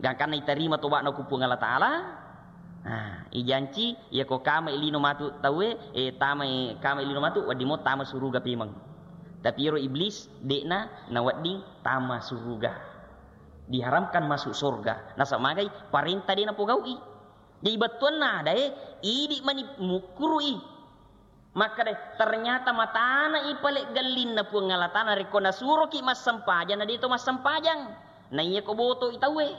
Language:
Buginese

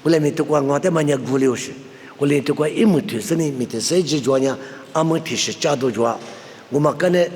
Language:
Lisu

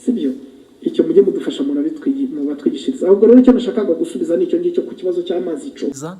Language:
Kinyarwanda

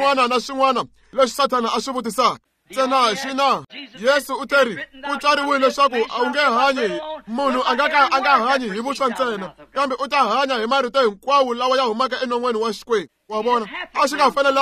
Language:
Tsonga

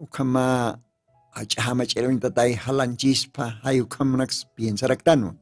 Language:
Aymara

